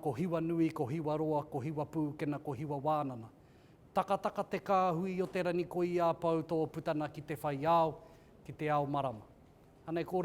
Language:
Māori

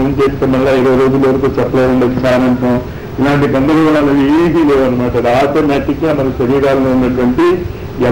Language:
Telugu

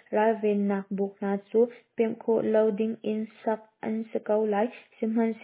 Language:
Hakha Chin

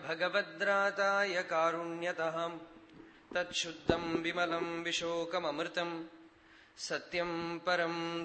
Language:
Sanskrit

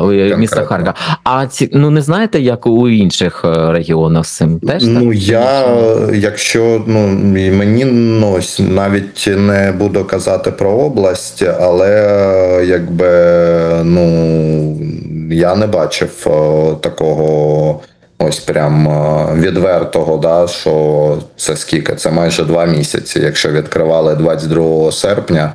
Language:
Ukrainian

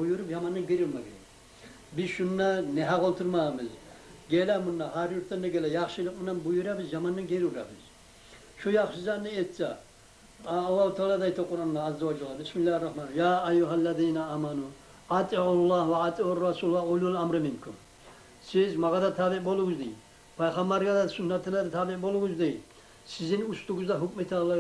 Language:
Kumyk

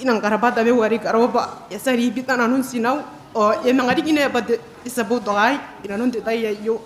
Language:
Gilbertese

